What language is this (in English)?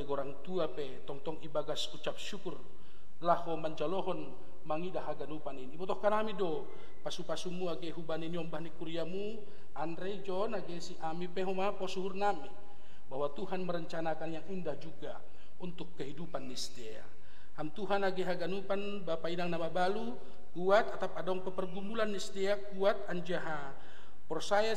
Batak Simalungun